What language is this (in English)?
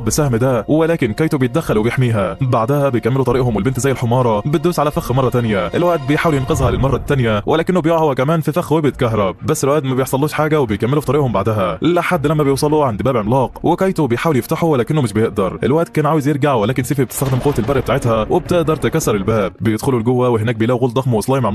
Egyptian Arabic